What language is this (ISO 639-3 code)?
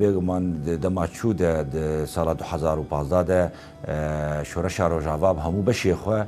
kur